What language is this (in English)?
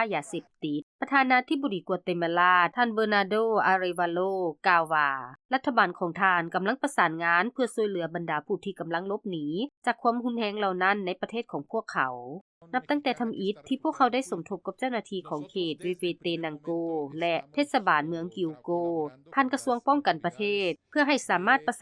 Lao